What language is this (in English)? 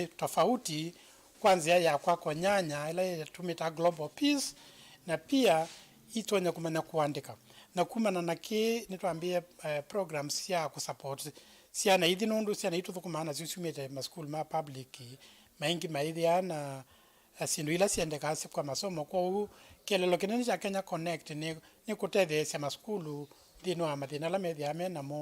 Kamba